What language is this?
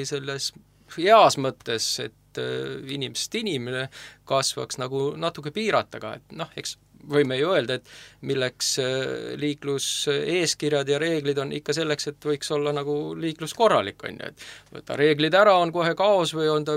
Estonian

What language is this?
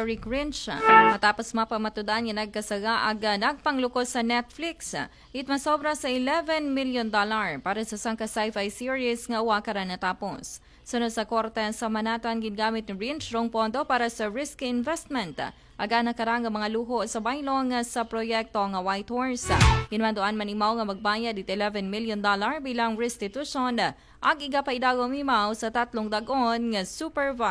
Aklanon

